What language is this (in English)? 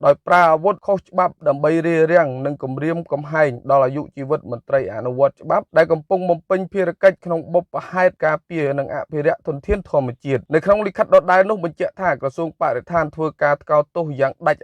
Khmer